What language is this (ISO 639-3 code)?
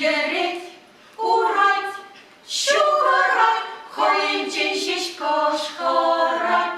chv